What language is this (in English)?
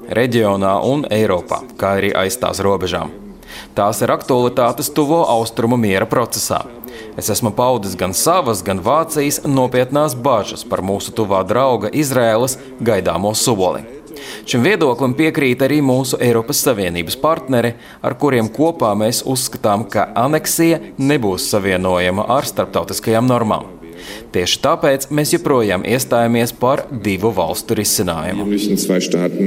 Latvian